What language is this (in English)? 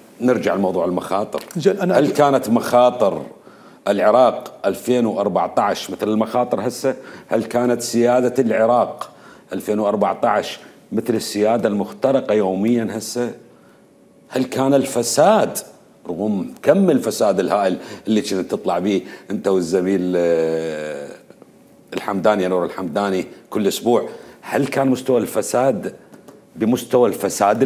Mesopotamian Arabic